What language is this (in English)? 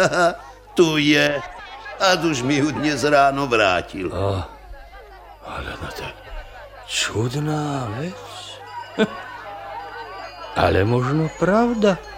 Slovak